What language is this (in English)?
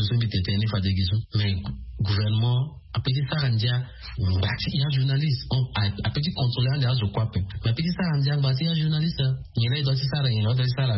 Sango